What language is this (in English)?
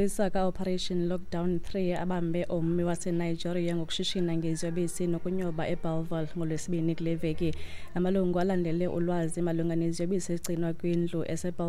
Xhosa